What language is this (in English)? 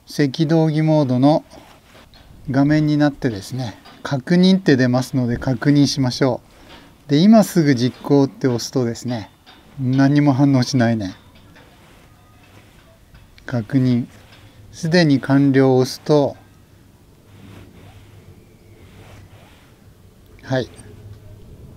Japanese